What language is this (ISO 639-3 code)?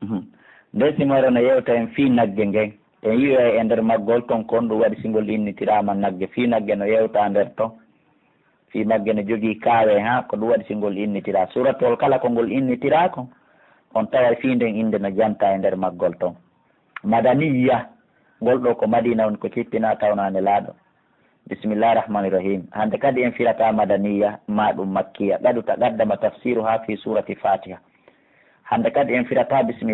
fuf